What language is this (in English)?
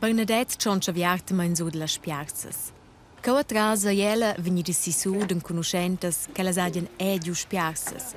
Romansh